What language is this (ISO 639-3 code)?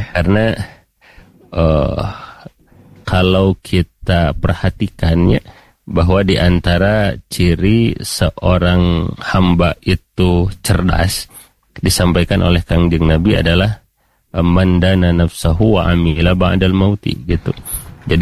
ind